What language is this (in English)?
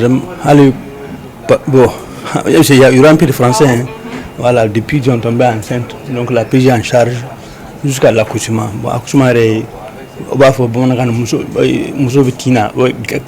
Bambara